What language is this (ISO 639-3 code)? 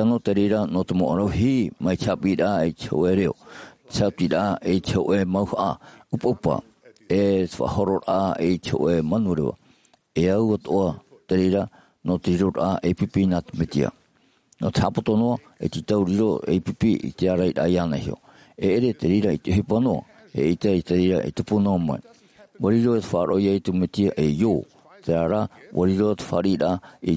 tah